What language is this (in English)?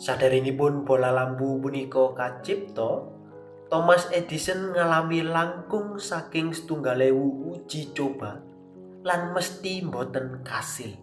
Javanese